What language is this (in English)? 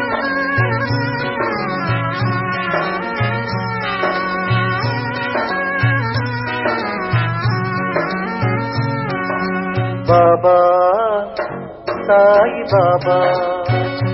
Telugu